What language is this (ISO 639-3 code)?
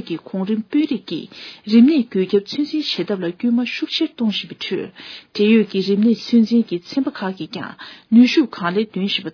bod